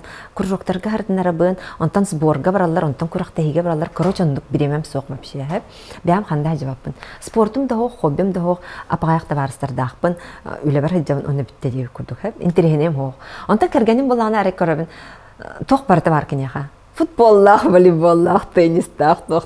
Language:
Yakut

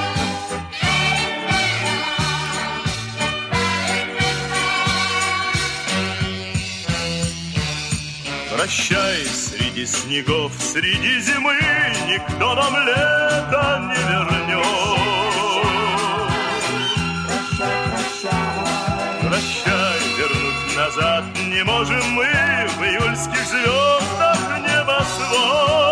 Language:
Russian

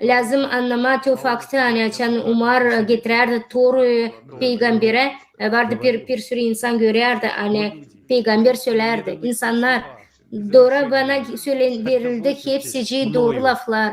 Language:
Gagauz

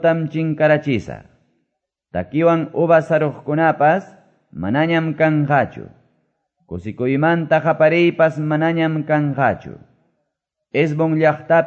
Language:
Quechua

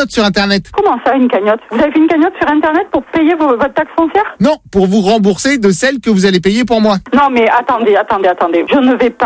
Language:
French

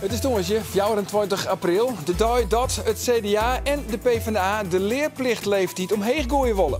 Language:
Western Frisian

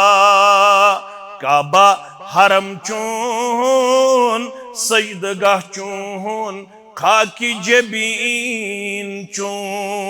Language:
Kashmiri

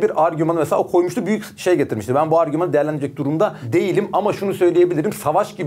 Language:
Turkish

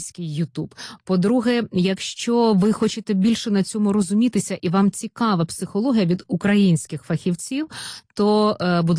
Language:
Ukrainian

